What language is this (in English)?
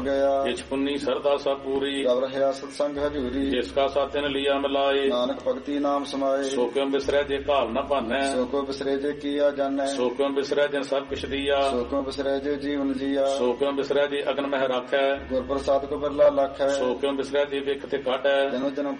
Punjabi